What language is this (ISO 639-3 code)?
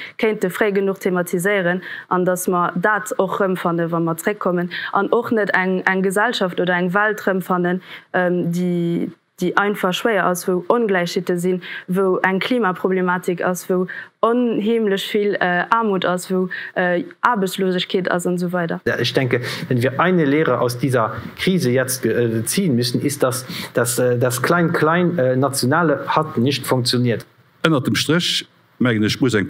ltz